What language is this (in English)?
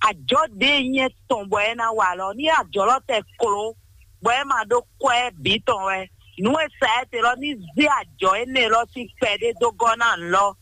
Fon